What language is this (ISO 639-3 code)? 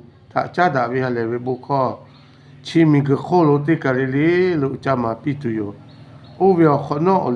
lhu